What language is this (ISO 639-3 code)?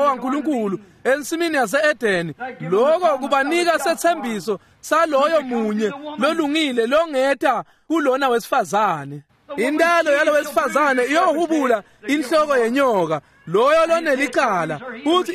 ssw